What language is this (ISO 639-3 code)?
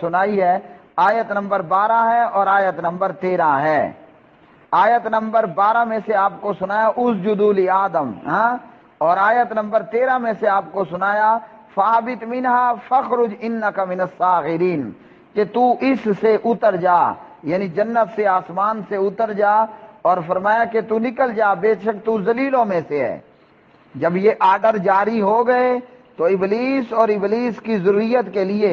urd